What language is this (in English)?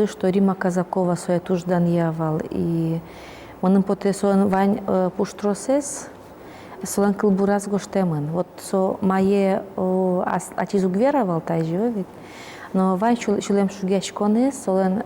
Udmurt